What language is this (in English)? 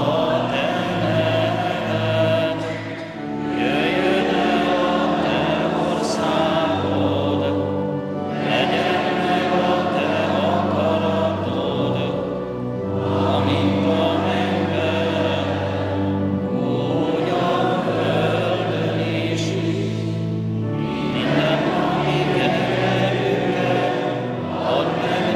Hungarian